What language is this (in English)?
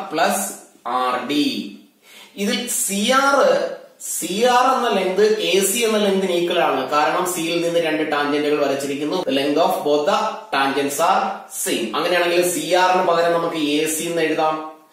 Malayalam